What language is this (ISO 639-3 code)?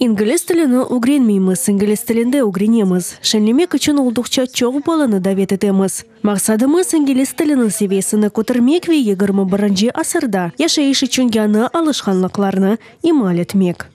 crh